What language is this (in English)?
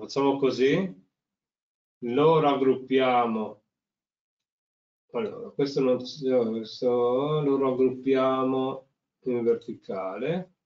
Italian